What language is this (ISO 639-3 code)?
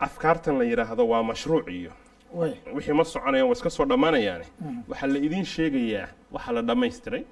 som